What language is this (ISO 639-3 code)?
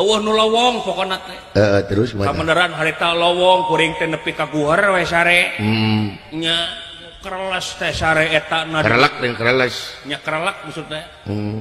sun